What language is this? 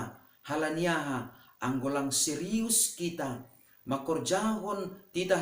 Batak Simalungun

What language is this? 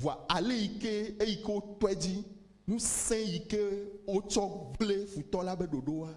Ewe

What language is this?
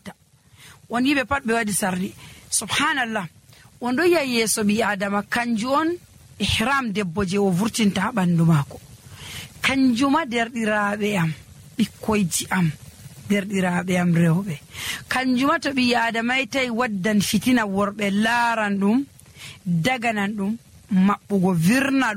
Nigerian Fulfulde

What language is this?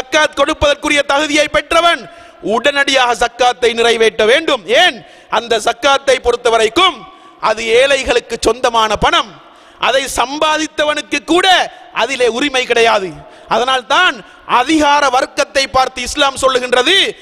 Tamil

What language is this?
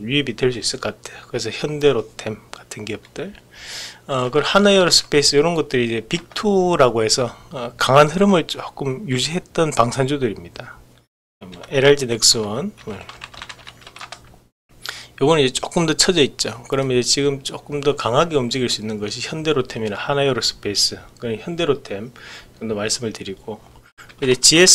Korean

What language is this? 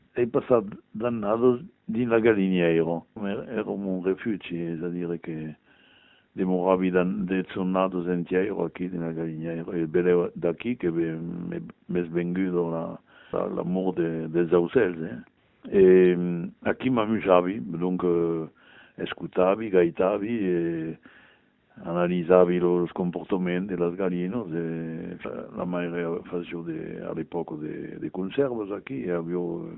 Occitan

